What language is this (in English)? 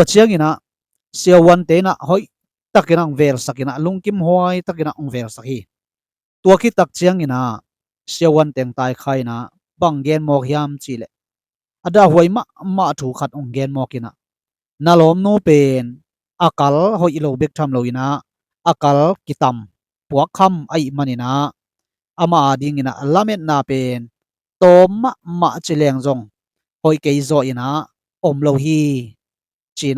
Tedim Chin